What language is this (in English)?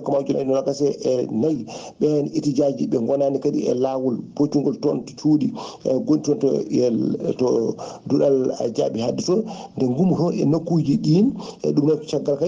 Fula